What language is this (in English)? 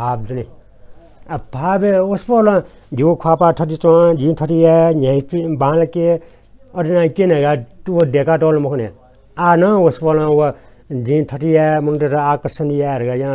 Newari